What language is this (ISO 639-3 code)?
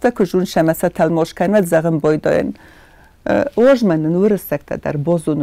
oss